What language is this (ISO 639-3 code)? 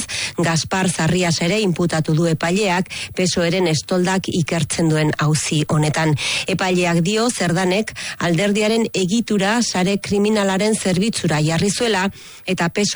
eus